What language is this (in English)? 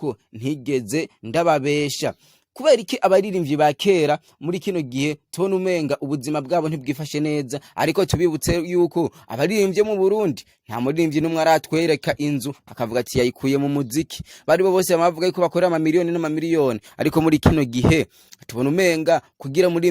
Rundi